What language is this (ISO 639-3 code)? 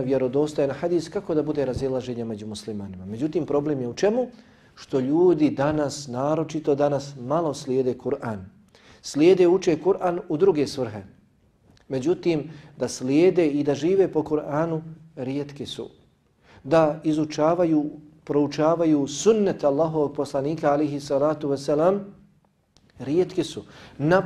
bos